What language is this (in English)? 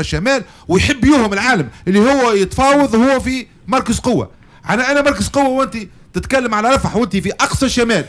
Tunisian Arabic